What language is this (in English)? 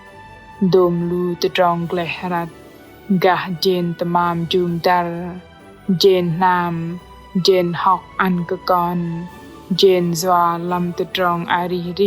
Bahnar